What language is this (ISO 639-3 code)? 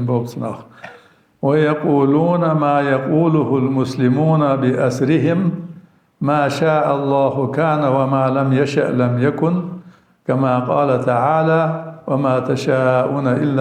inh